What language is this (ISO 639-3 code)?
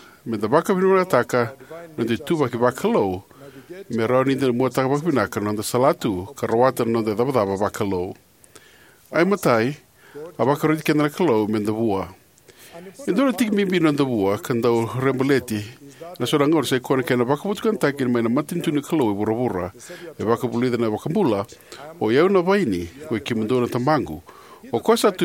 fij